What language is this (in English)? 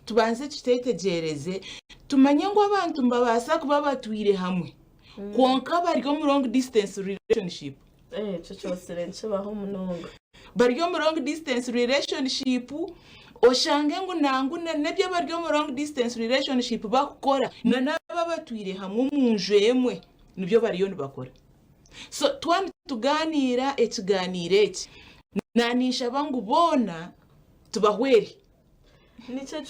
Nyankole